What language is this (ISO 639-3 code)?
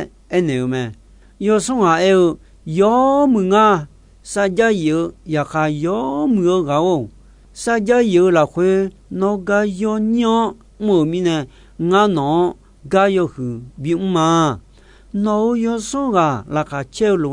ahk